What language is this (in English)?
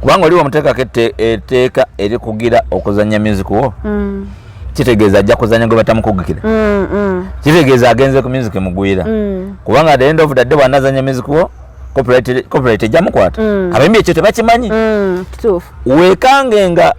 Ganda